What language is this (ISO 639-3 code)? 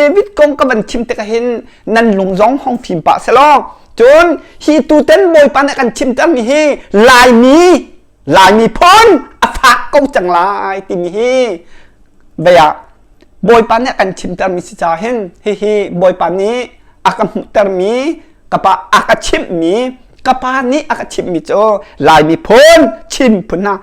cnh